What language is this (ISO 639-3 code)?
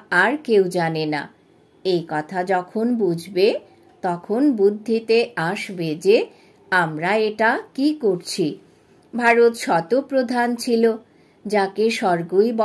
ben